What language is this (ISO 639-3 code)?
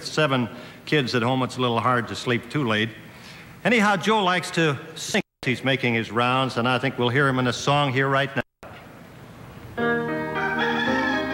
eng